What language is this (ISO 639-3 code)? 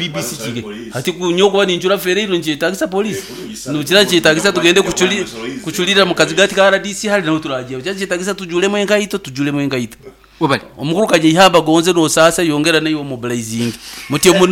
nyn